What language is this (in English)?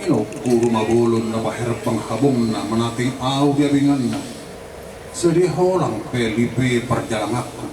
Batak Toba